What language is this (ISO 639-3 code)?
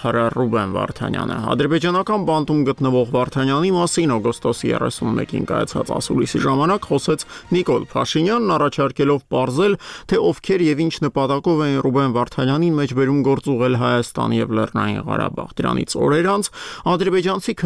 hye